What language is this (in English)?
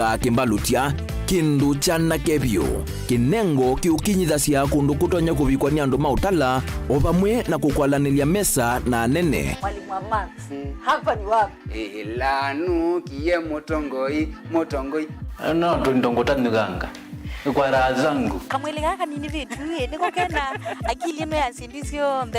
Kamba